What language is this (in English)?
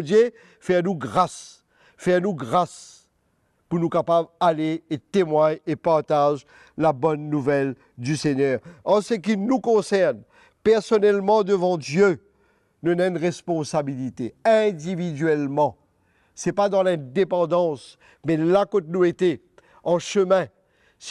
Morisyen